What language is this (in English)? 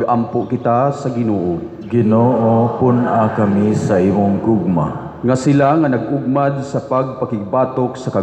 Cebuano